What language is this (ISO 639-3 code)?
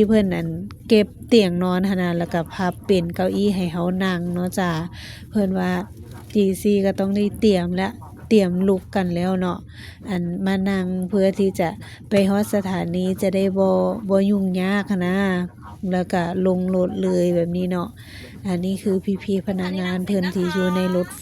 lao